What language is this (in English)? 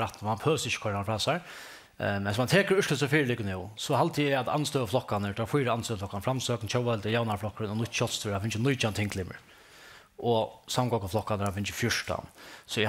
Faroese